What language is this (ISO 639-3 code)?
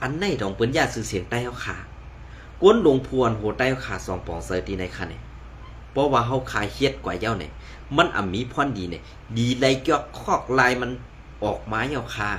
shn